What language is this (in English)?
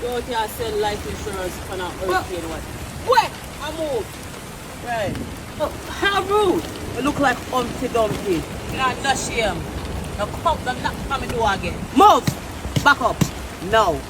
Jamaican Creole English